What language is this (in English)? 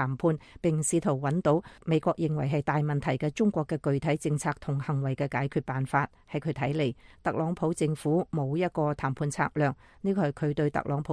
Cantonese